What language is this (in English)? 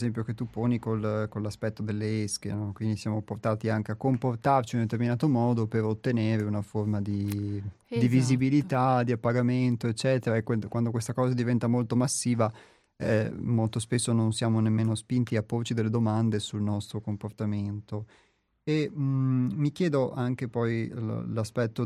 Italian